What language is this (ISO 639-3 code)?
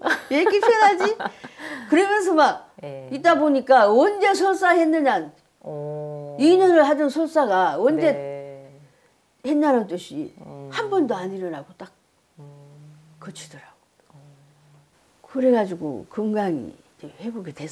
kor